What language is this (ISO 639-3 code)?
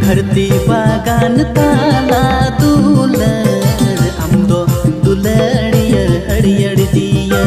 sat